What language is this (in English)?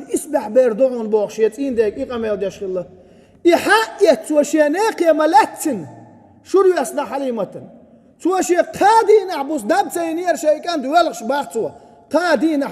Chechen